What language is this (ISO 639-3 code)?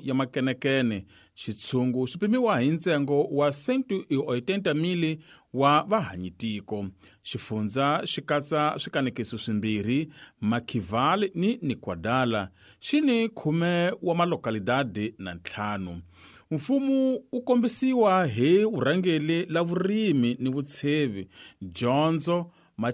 tso